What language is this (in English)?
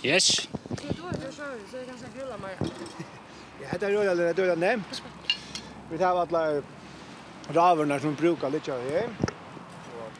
Faroese